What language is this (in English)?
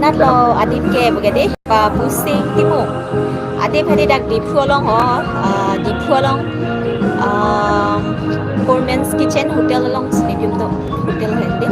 Karbi